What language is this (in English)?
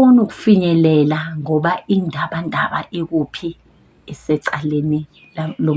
Zulu